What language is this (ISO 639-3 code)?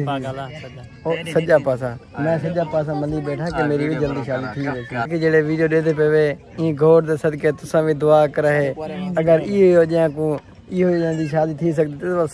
skr